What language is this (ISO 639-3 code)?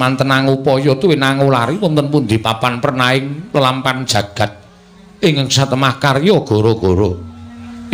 jav